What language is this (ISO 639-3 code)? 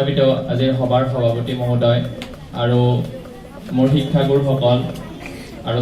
asm